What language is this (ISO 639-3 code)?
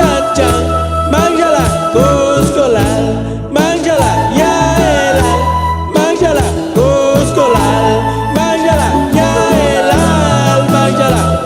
cac